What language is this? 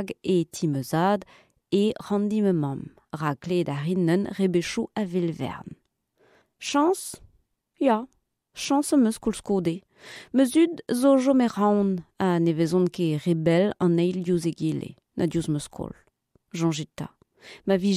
Breton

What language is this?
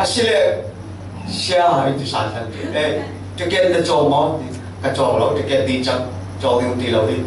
Falam Chin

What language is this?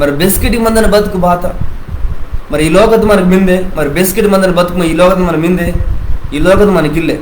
Koya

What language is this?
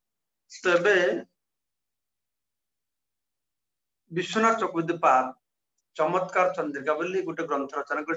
Odia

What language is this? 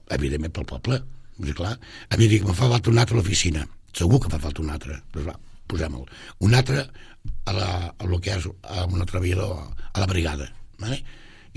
Catalan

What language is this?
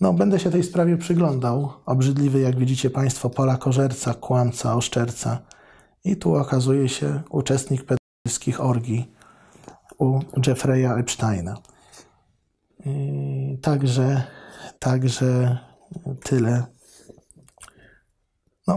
Polish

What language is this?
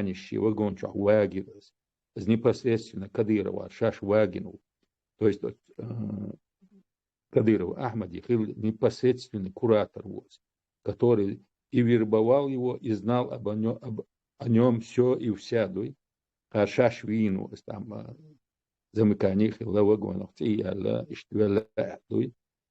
Chechen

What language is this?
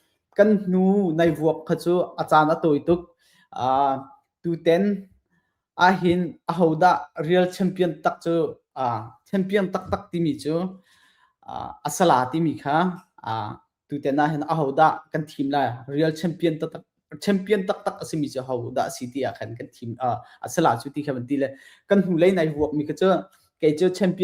Hakha Chin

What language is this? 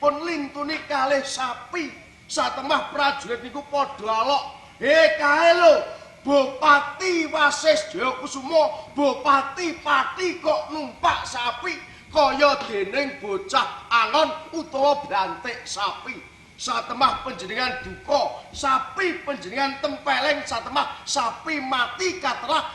Javanese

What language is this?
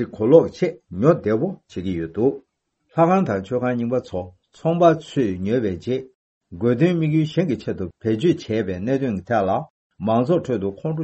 Tibetan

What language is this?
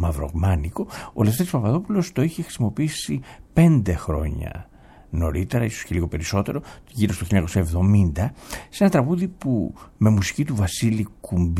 Greek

